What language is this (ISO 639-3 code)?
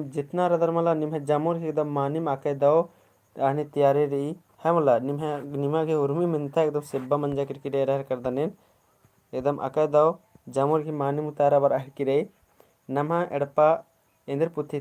kru